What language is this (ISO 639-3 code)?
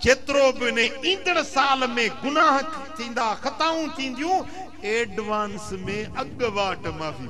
snd